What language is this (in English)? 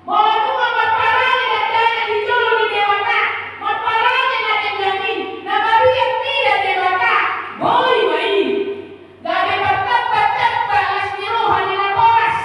Batak Toba